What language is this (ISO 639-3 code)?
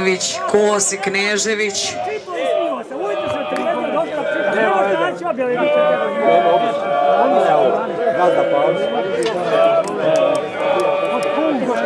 hrv